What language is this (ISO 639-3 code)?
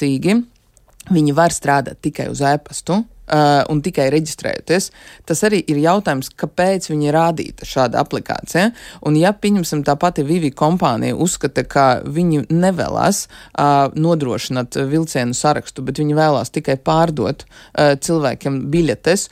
lav